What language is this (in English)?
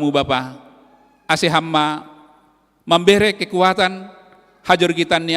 Batak Simalungun